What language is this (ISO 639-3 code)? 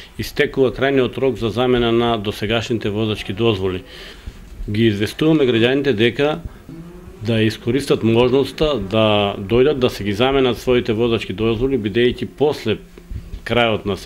mkd